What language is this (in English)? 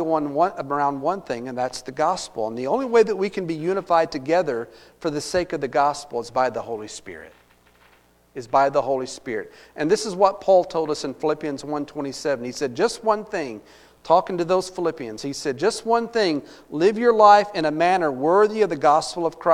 English